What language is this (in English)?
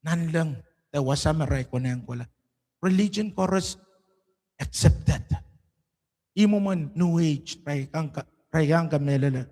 Pohnpeian